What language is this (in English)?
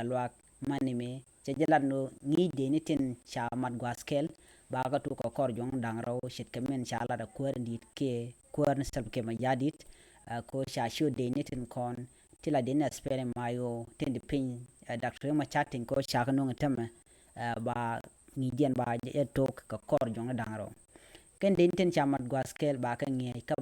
Nuer